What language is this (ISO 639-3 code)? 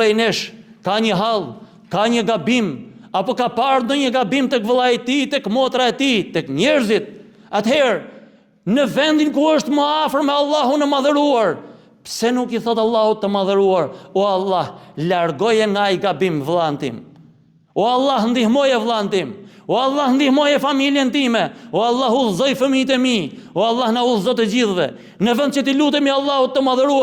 sqi